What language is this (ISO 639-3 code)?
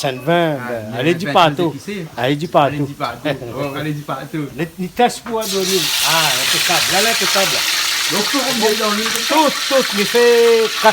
rcf